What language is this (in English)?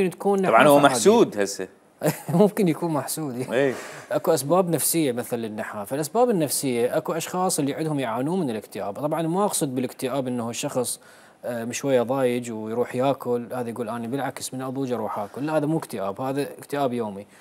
Mesopotamian Arabic